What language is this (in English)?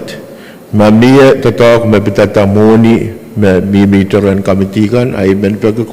Pohnpeian